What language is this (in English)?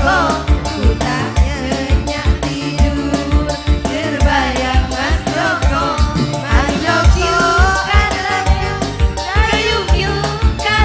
Madurese